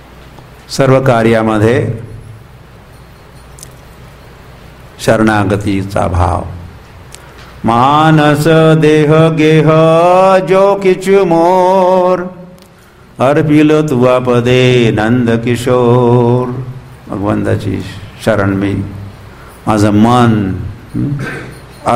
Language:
Marathi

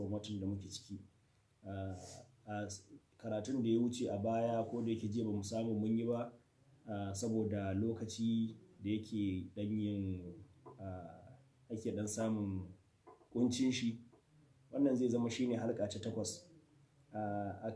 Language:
Hausa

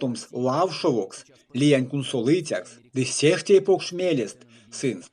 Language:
Erzya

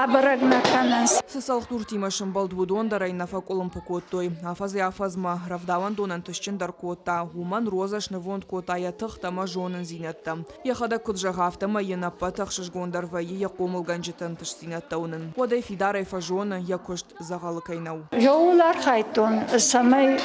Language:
Ossetic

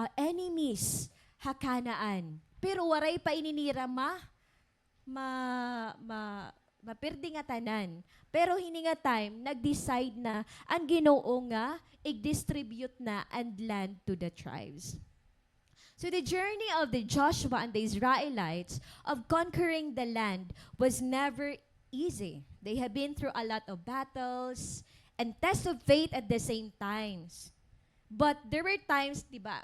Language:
Waray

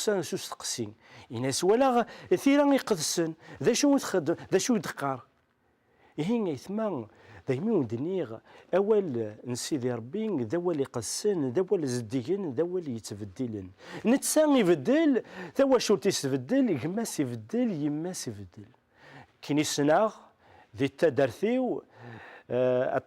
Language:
Kabyle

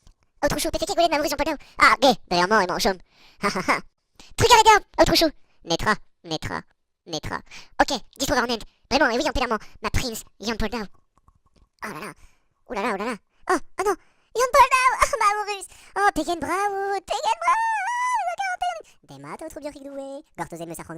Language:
Breton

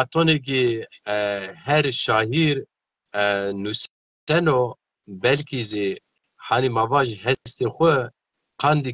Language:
Zaza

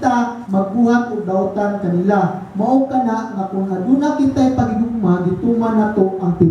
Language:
Cebuano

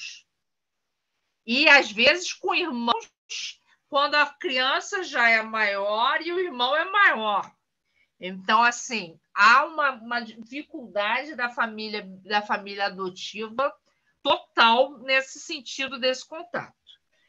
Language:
Portuguese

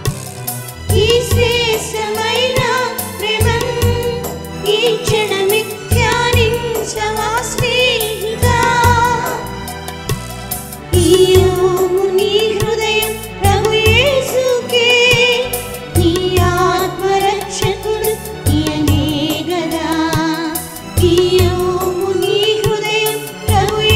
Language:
Telugu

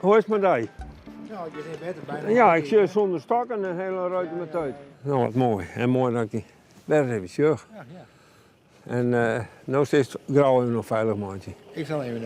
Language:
Western Frisian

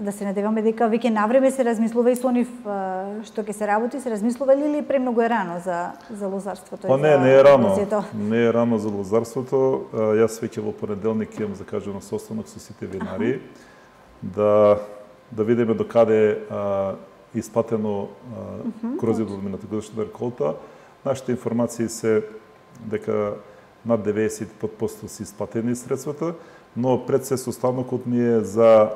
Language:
Macedonian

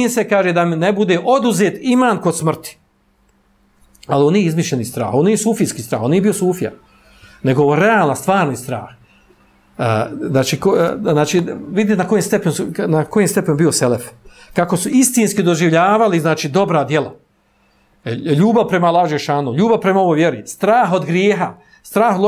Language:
Bosnian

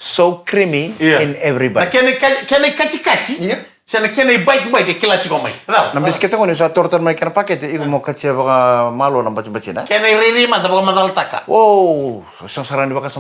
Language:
Fijian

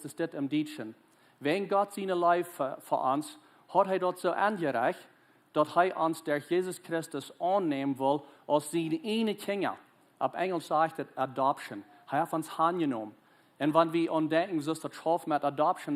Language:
Plautdietsch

